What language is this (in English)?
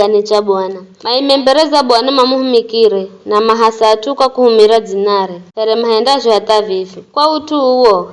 Giryama